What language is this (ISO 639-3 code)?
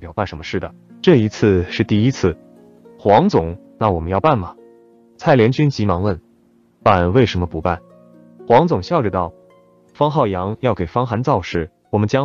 zho